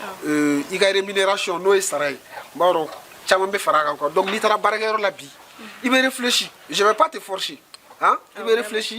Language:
Bambara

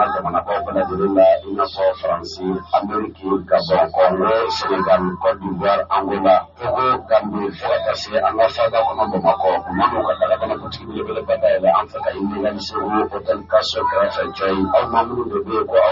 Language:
Bambara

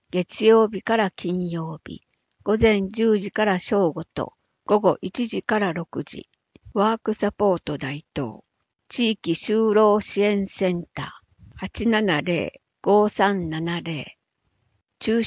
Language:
Japanese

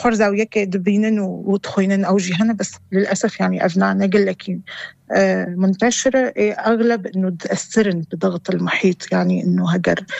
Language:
North Levantine Arabic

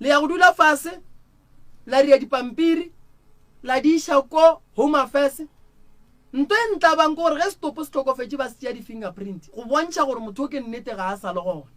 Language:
Northern Sotho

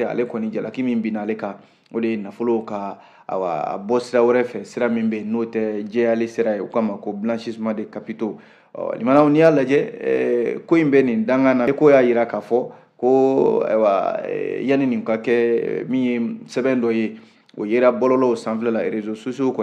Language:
Bambara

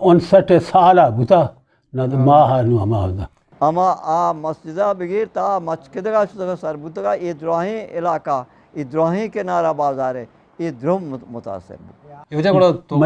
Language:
Eastern Balochi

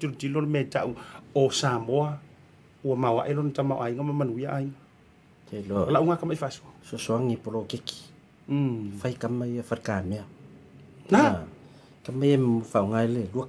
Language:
Samoan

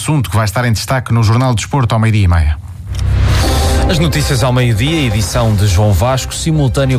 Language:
Portuguese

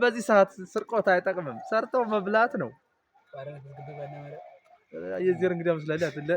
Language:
Amharic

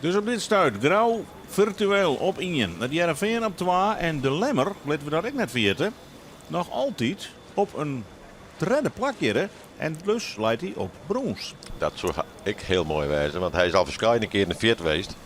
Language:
Western Frisian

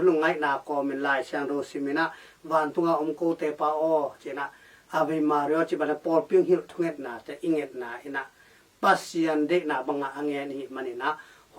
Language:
Tedim Chin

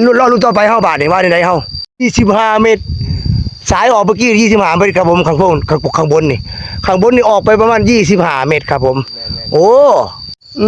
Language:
Northeastern Thai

